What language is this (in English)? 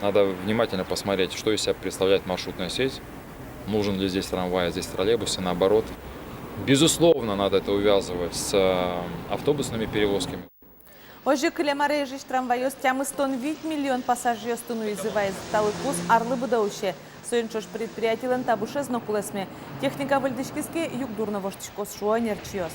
Udmurt